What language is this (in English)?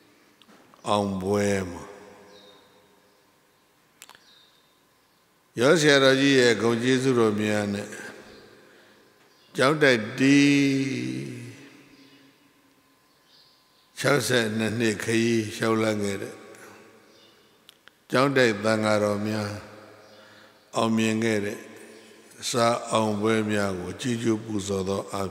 Burmese